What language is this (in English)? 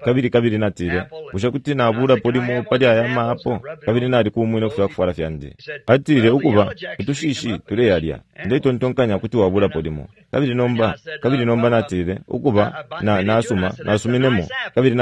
Bemba